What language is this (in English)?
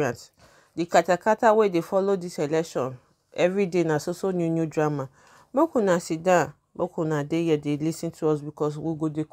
Nigerian Pidgin